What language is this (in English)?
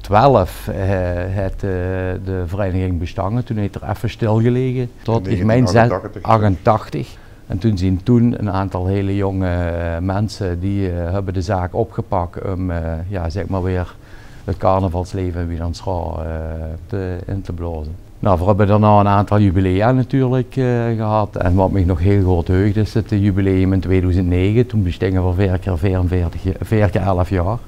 Limburgish